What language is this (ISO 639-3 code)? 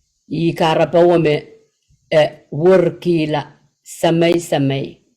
pon